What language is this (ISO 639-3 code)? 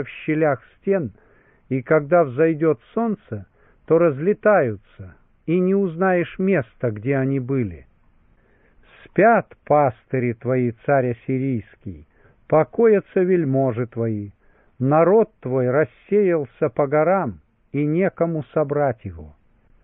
rus